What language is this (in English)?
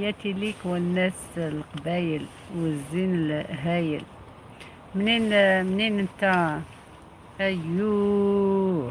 Algerian Arabic